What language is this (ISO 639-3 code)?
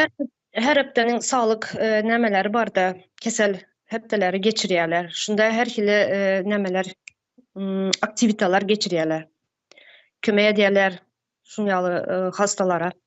tuk